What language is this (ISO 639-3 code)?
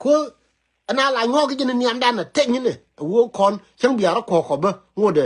nus